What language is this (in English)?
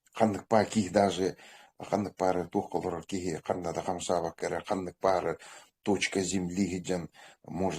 Yakut